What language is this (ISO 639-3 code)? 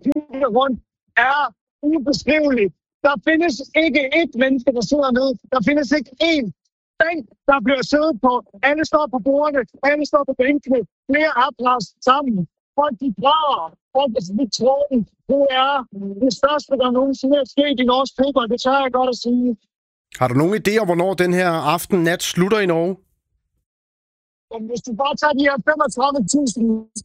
dan